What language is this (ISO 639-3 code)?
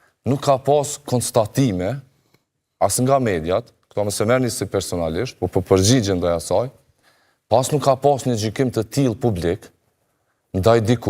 sqi